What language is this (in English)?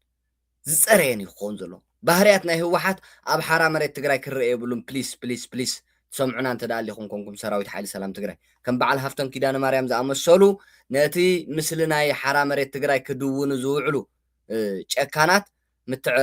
Tigrinya